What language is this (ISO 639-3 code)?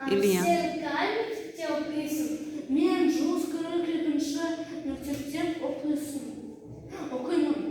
kaz